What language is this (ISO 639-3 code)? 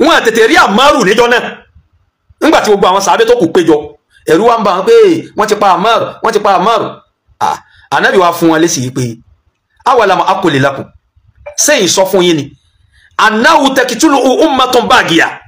yor